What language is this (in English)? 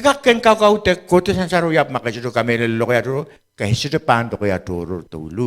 Pohnpeian